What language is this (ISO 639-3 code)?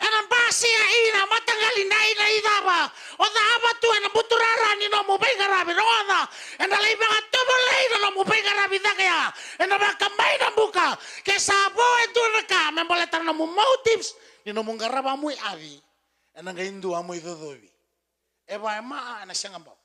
fij